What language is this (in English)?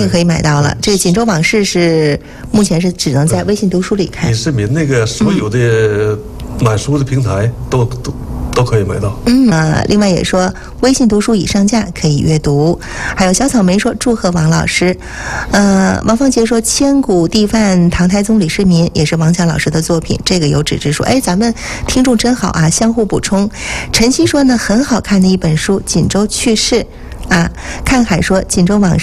Chinese